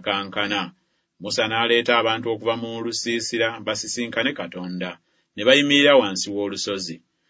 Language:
Ganda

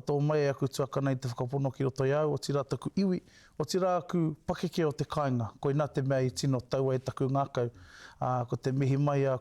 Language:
Māori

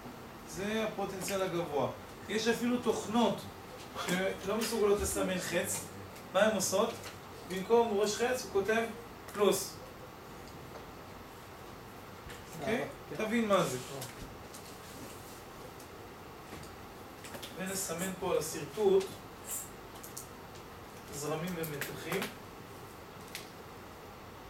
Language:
Hebrew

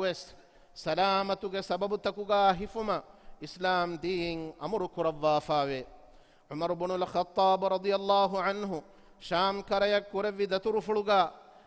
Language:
Divehi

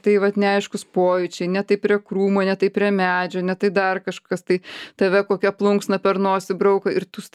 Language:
Lithuanian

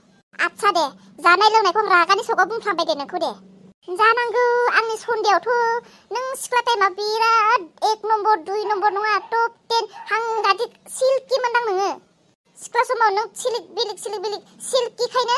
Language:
Bodo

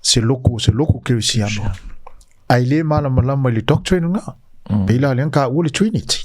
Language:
Samoan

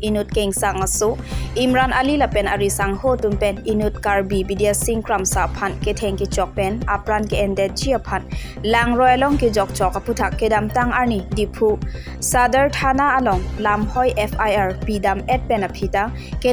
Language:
Karbi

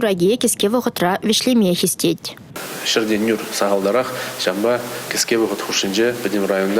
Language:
Chuvash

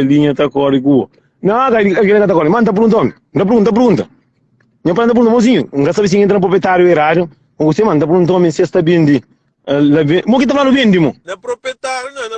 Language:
Kabuverdianu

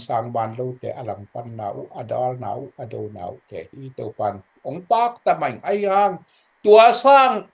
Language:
Tedim Chin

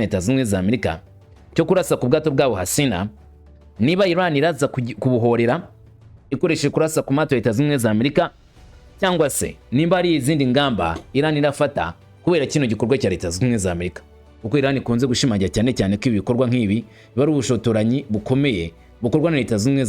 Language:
Kinyarwanda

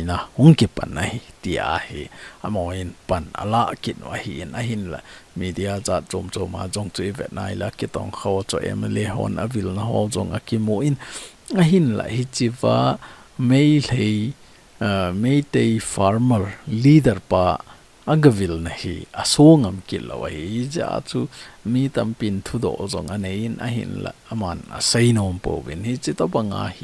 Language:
Thado Chin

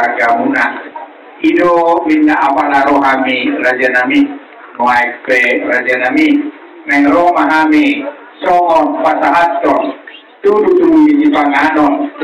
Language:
Batak Toba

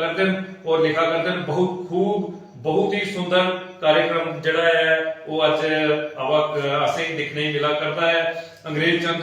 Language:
Dogri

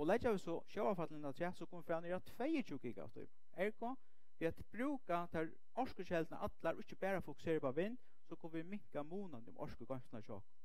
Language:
Faroese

